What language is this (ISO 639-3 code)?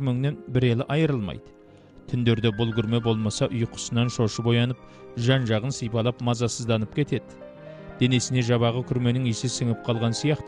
kaz